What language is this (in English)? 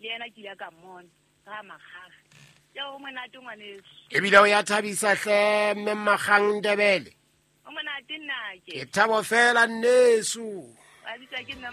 Southern Sotho